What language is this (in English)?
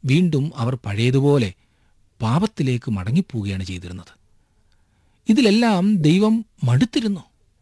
Malayalam